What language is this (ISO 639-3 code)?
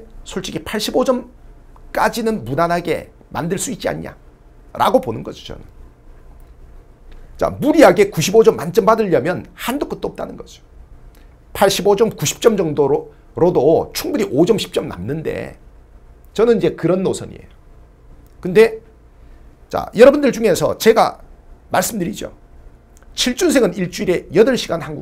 kor